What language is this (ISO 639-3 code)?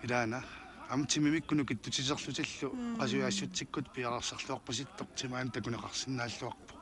kal